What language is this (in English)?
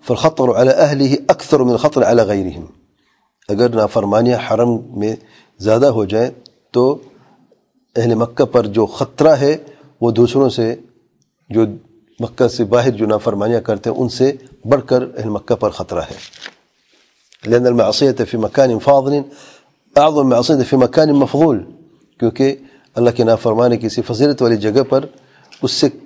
Urdu